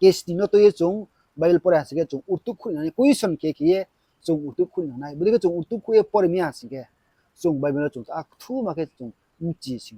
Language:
Riang (India)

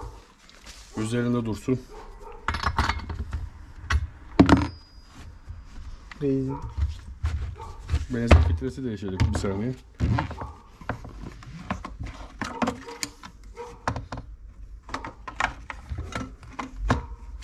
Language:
Turkish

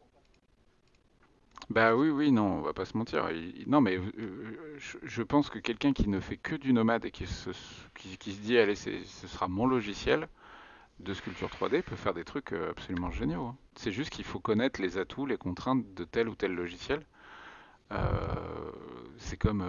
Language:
French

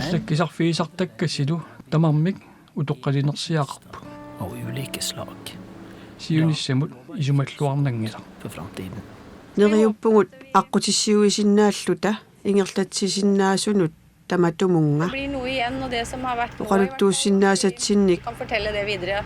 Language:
Kalaallisut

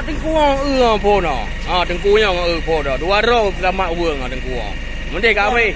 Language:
Achinese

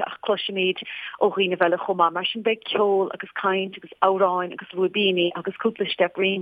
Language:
Irish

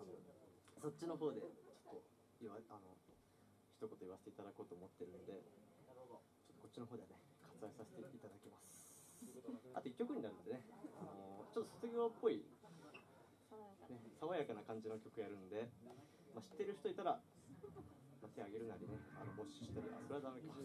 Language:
Japanese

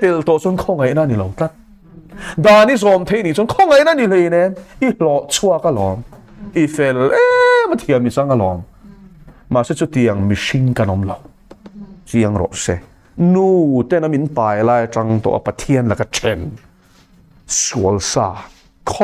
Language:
Mizo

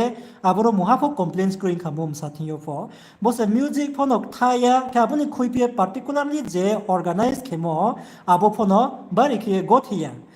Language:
Riang (India)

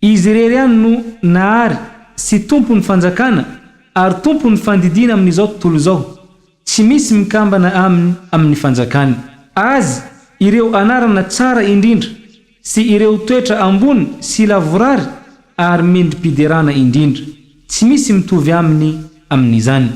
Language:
Malagasy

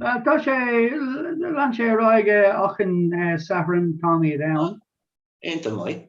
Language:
Irish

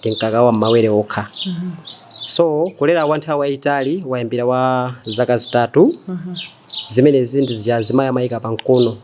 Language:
Nyanja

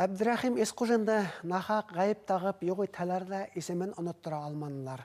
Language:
Bashkir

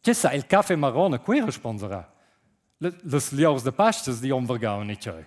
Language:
Romansh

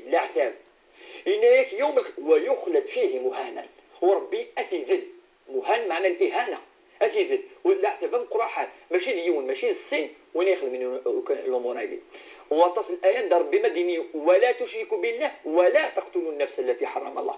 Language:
Kabyle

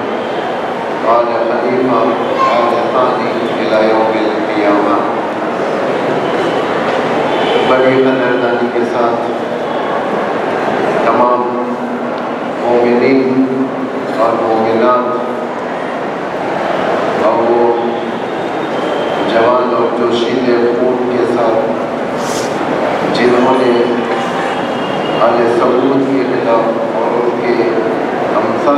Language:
Urdu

